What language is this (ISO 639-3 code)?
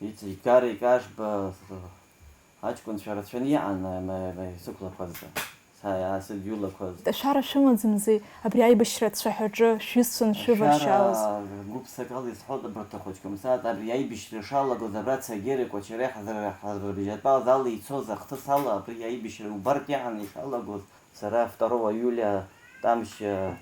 abk